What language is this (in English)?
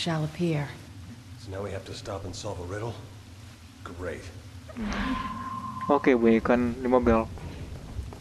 Indonesian